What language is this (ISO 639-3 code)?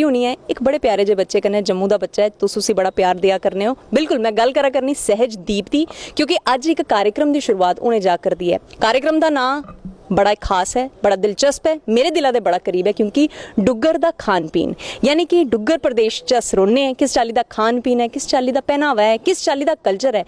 doi